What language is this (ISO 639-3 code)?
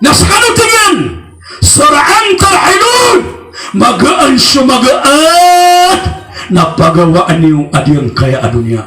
mrw